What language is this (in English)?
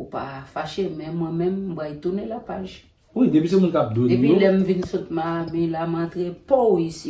Haitian Creole